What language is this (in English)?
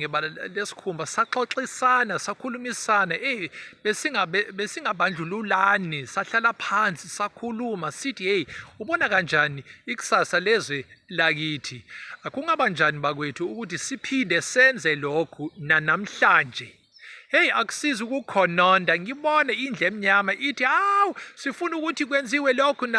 Zulu